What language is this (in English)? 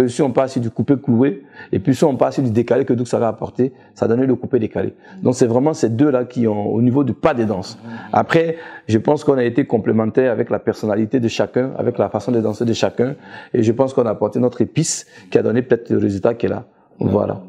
French